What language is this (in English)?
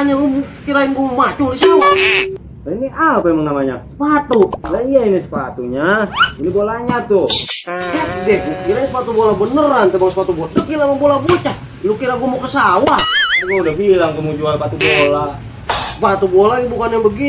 Betawi